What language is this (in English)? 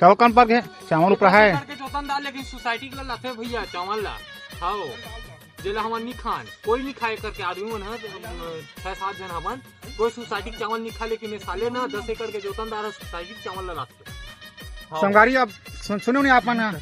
Chhattisgarhi